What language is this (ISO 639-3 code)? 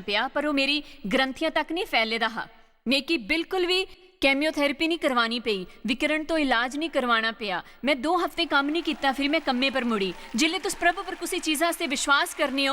doi